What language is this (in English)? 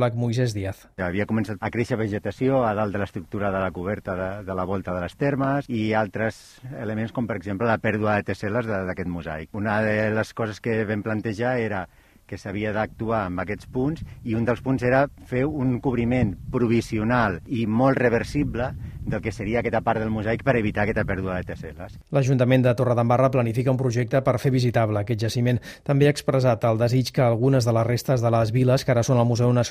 Catalan